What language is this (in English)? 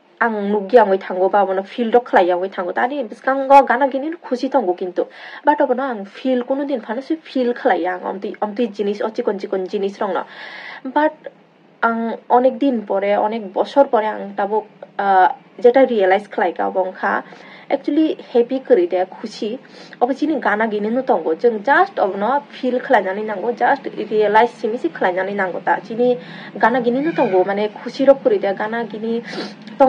Kok Borok